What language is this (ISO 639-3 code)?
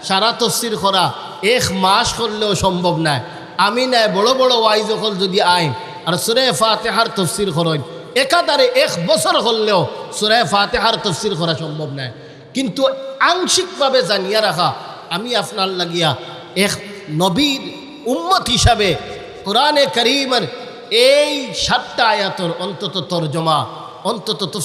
syl